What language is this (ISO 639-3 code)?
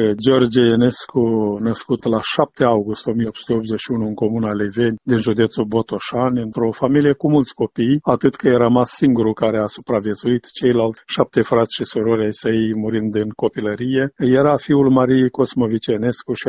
ron